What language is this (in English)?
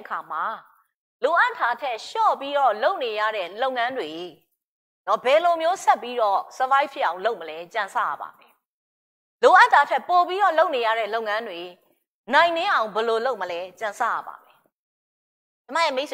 Burmese